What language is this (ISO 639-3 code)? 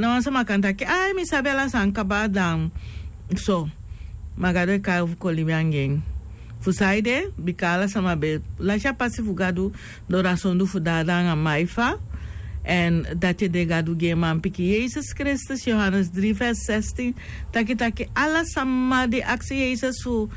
srn